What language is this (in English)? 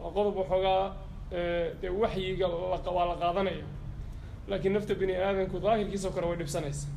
Somali